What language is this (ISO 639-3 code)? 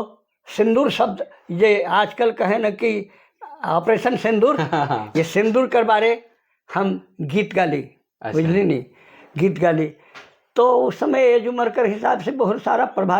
sck